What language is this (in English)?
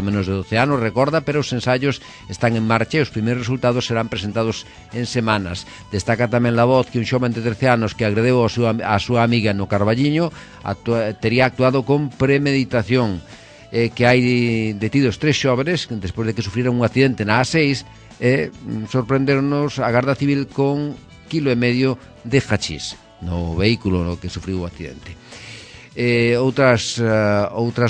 Galician